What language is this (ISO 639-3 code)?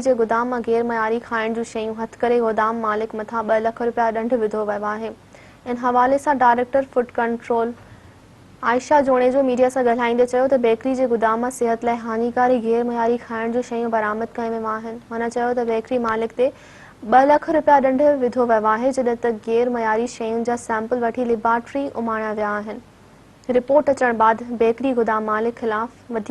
snd